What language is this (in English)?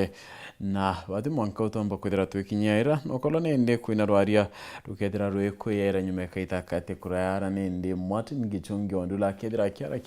Meru